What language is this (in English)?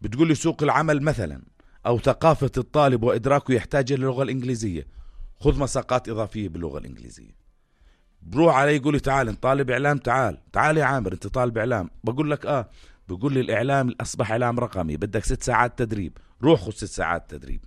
North Levantine Arabic